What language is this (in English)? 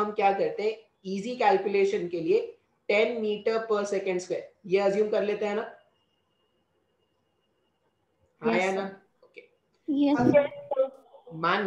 Hindi